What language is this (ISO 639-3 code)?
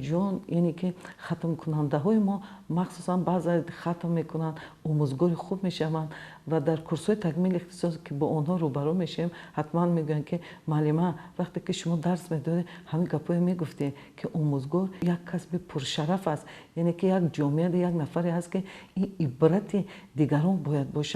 tgk